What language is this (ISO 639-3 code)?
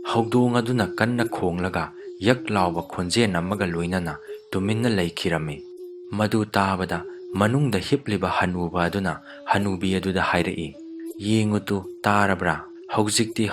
mni